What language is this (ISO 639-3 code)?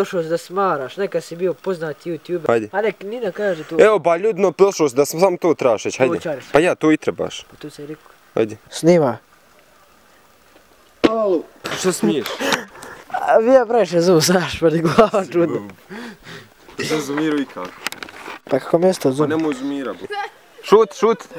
bos